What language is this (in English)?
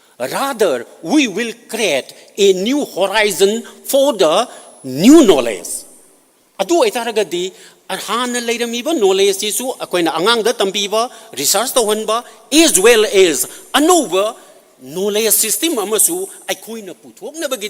Manipuri